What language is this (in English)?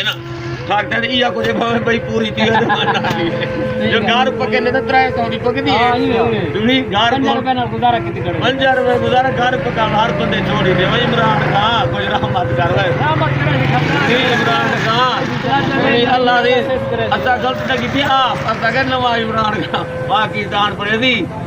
Saraiki